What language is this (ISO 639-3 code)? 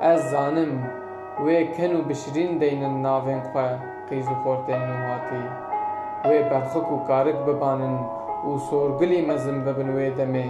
kur